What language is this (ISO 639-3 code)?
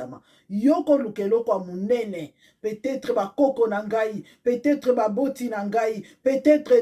lin